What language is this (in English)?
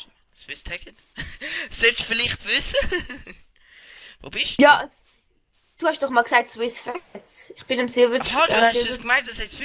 Swiss German